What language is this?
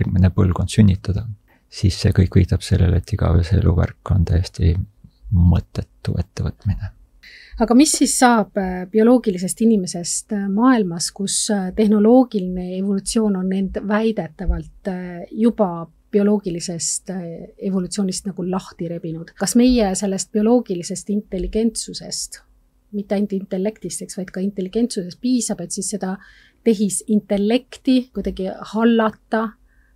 Estonian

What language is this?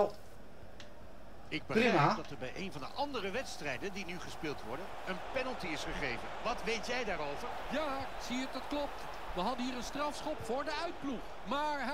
Dutch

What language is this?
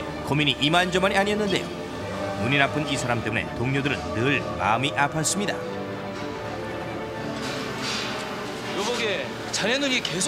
Korean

